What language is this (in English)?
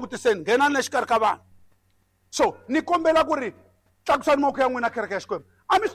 Tsonga